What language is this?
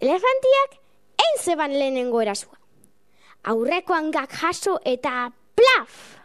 Basque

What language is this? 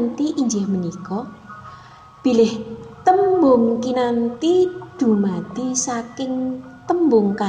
Javanese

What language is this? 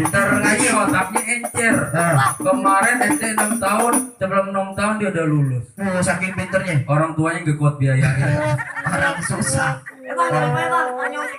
Betawi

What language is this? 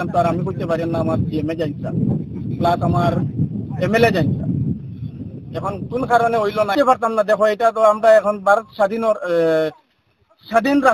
Bangla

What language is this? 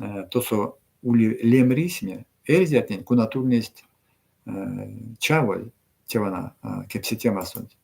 Erzya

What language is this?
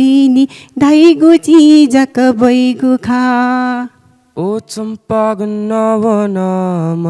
Newari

